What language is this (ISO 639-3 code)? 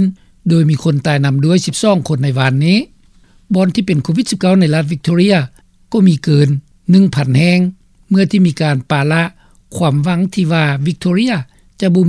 lao